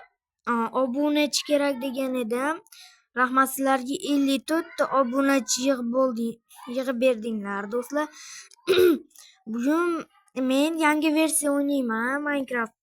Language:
Uzbek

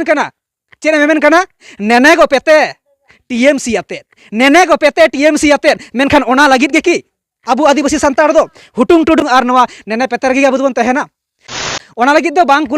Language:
Santali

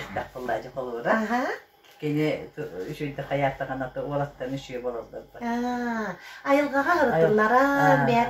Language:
Yakut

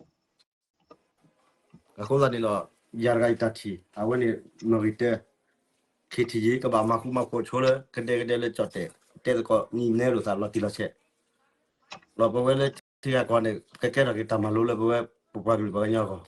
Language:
S'gaw Karen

